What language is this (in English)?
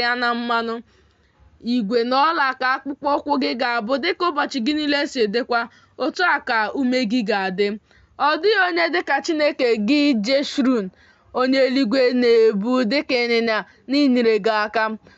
Igbo